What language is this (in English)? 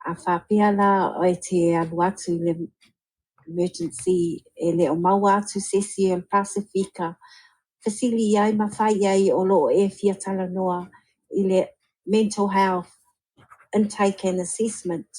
Samoan